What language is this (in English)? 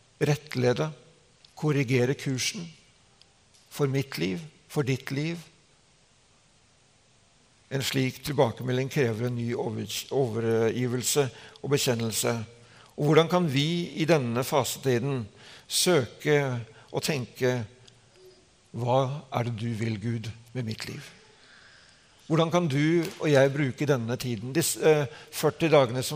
Norwegian